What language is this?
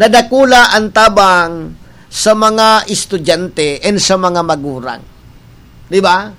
Bikol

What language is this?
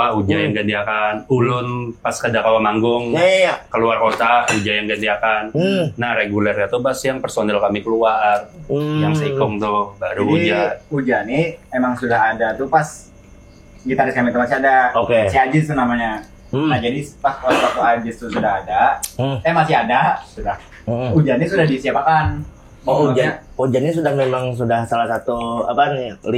Banjar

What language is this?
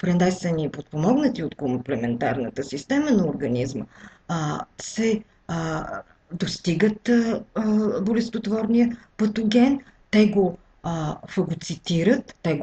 Bulgarian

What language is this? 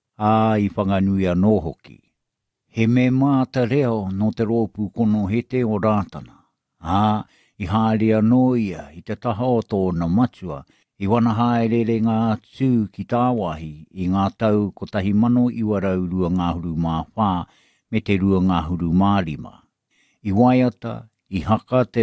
Māori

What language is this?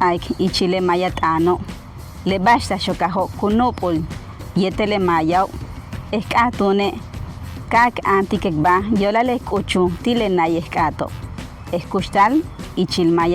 Yucateco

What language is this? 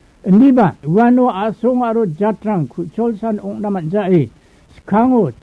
Garo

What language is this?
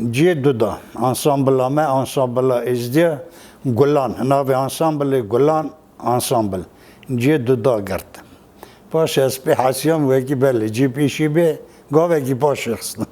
Kurdish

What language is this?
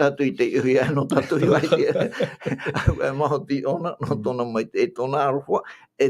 Tahitian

